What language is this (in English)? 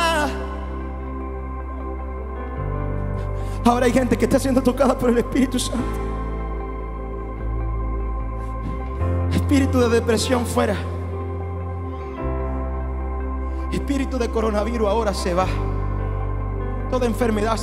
Spanish